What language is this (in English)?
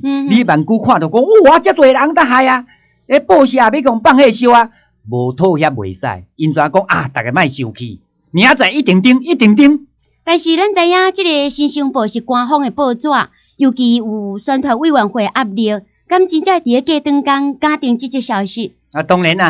Min Nan Chinese